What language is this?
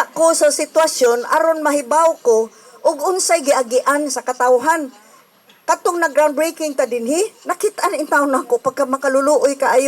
Cebuano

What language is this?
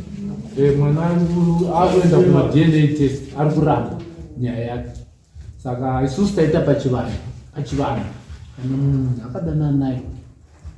Shona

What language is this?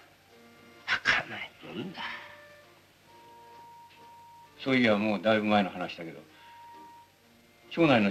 Japanese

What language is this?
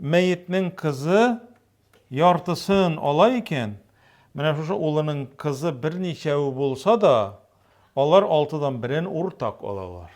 Tatar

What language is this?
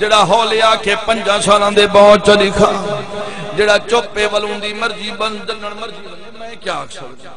Saraiki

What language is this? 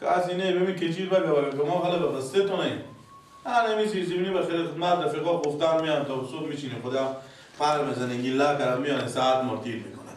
Persian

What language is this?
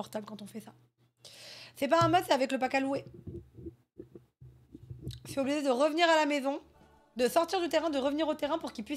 French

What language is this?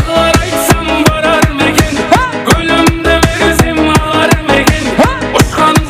Kara-Kalpak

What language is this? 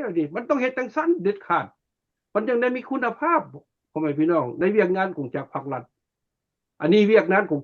Lao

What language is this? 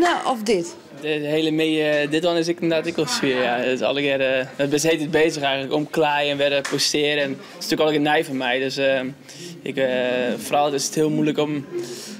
Western Frisian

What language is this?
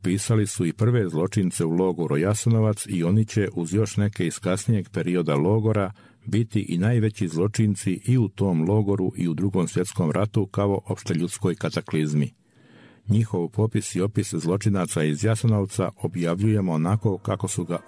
Croatian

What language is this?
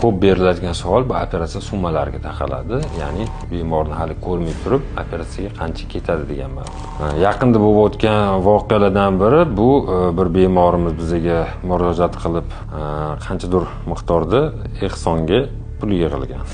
Uzbek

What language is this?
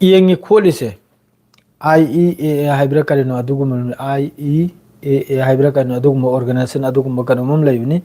Manipuri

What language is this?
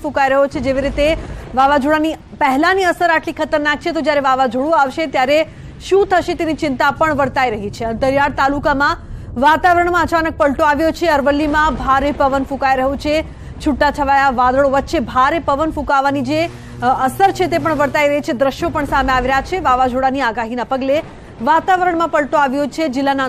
Gujarati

